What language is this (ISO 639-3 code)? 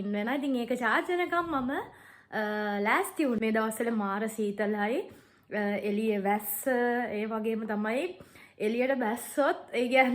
sin